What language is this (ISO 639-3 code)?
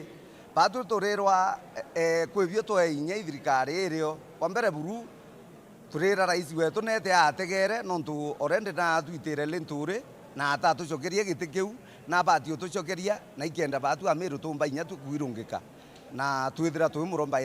mer